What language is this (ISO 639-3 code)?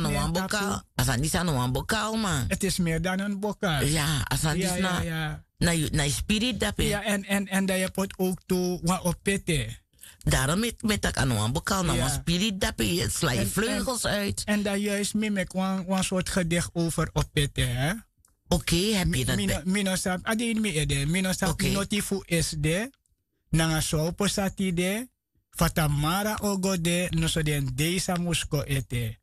srn